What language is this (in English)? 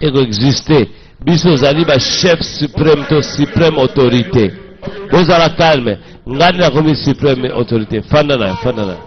Lingala